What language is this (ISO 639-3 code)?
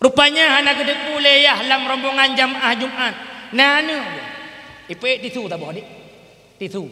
ace